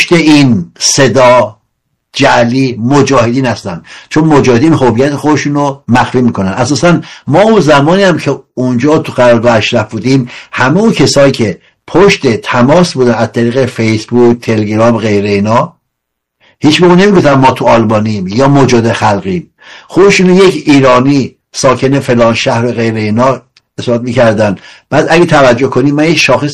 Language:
Persian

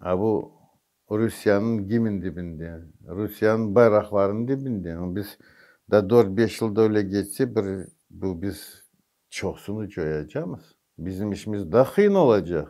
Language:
Crimean Tatar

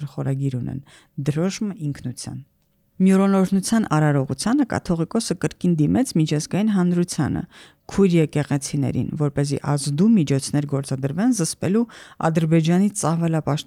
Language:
Armenian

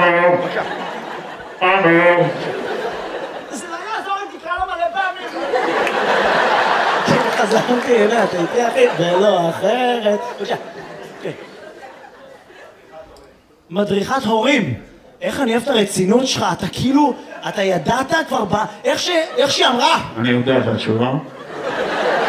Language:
Hebrew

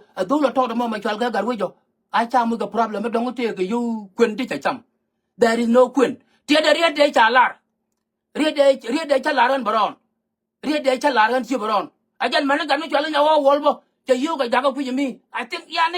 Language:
Nuer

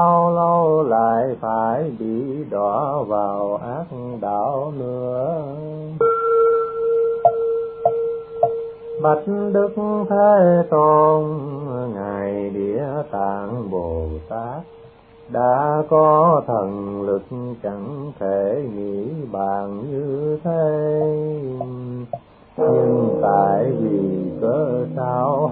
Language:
Vietnamese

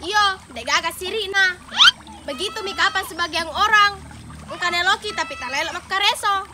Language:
Makassar Malay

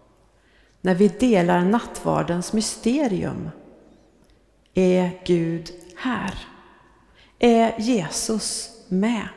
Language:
Swedish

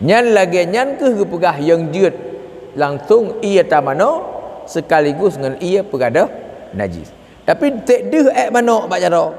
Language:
Achinese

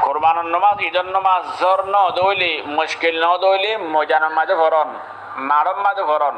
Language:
Rohingya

